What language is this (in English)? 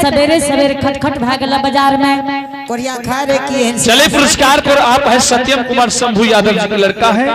Angika